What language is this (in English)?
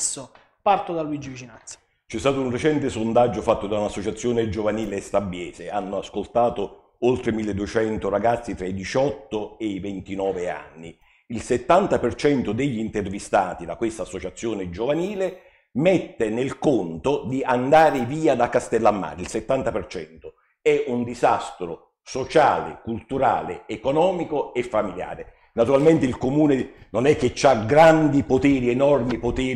Italian